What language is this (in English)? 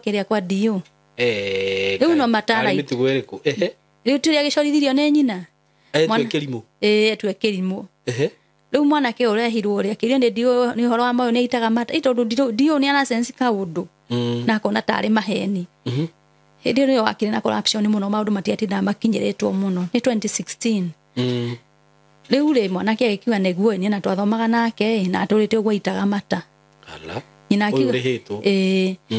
Kikuyu